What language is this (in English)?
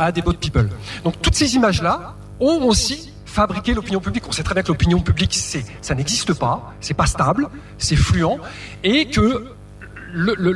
French